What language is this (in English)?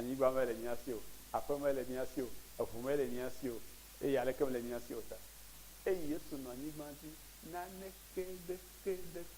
Ewe